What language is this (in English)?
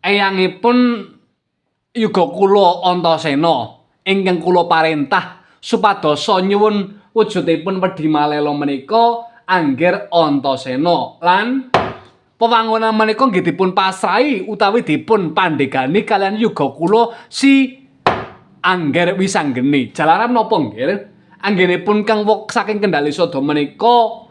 Javanese